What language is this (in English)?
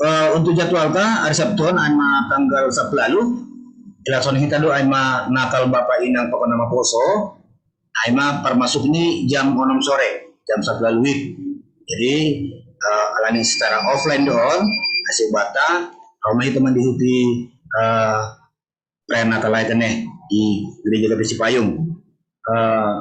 Batak Simalungun